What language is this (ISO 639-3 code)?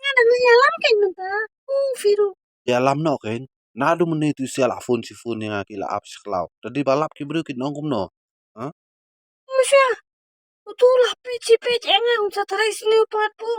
kha